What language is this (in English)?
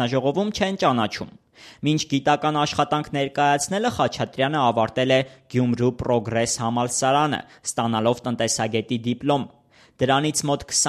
Armenian